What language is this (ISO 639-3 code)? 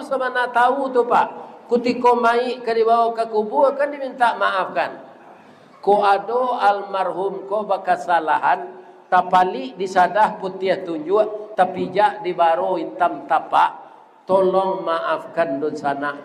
min